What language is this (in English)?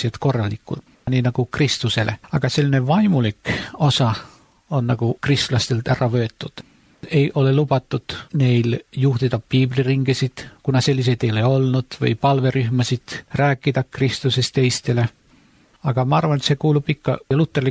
Estonian